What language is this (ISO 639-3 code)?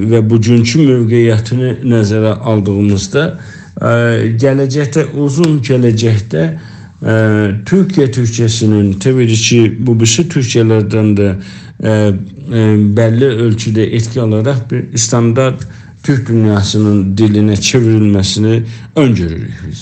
azb